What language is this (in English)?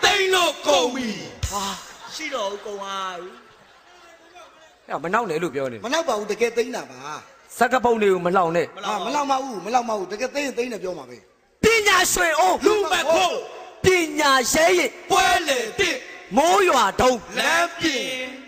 Burmese